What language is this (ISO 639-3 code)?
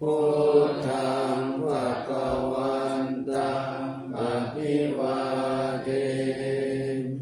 pli